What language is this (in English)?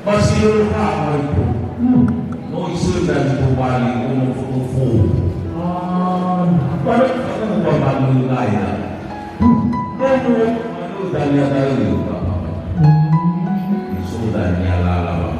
Nias